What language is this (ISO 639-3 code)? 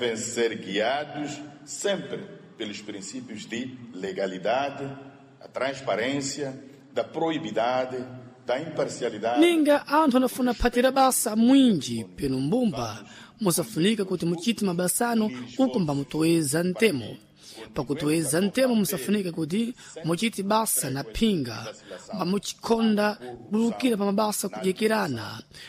seh